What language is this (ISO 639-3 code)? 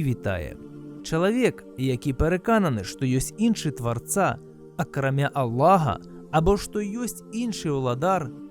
bel